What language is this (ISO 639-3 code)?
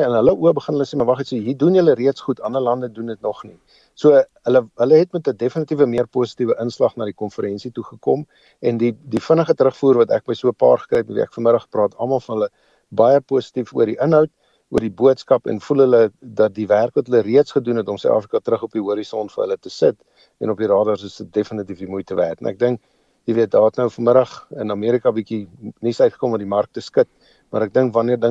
afr